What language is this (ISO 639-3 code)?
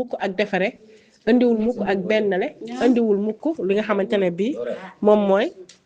wol